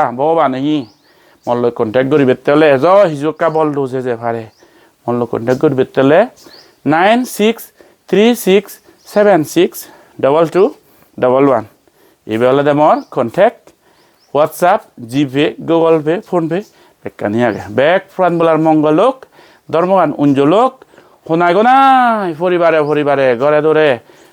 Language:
Chakma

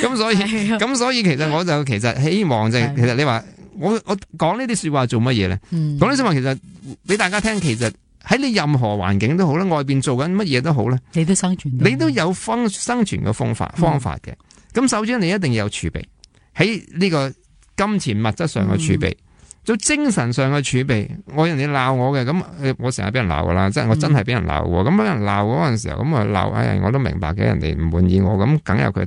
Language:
Cantonese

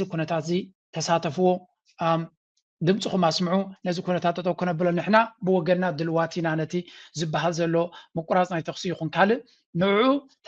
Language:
Tigrinya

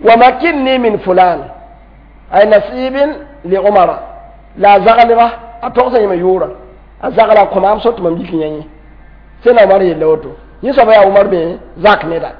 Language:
Mossi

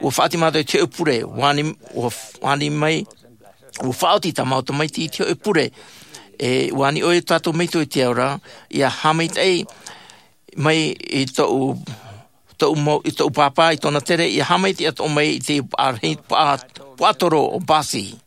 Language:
Tahitian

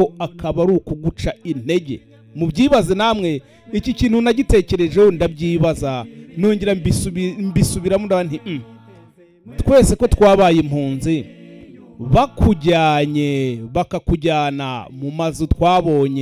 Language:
Kinyarwanda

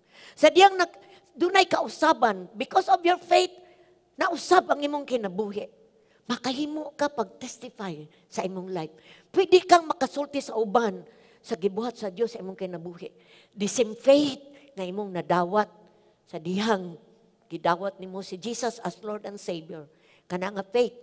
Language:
Cebuano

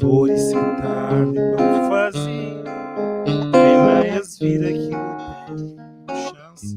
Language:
Kabuverdianu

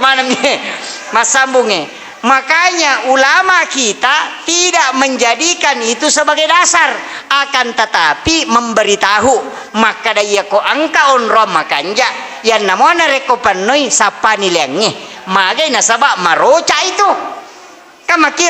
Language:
Buginese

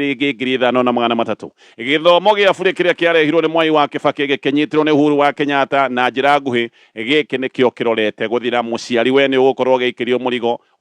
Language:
Kikuyu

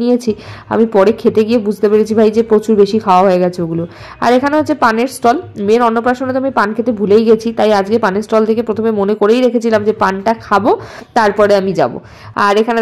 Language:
Bangla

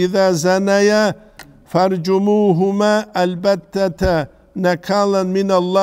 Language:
Avaric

